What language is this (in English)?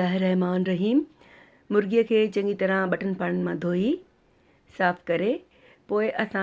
Sindhi